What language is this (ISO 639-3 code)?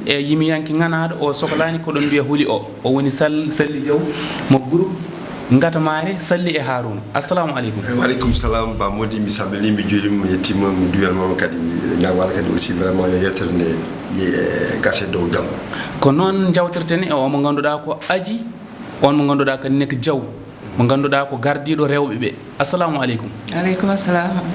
ful